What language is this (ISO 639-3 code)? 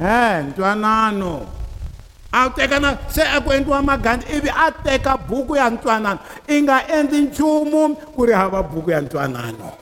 tso